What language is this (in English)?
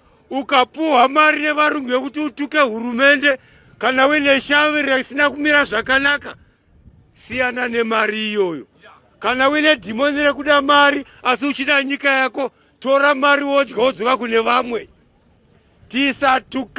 Shona